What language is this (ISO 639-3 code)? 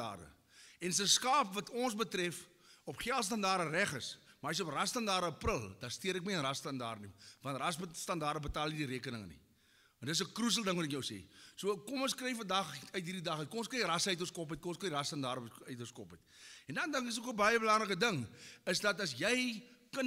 afr